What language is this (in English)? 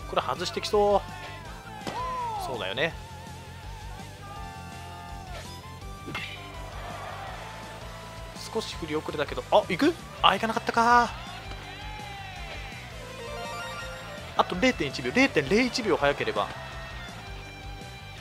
Japanese